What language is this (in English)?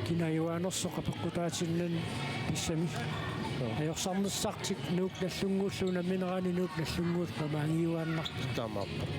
Kalaallisut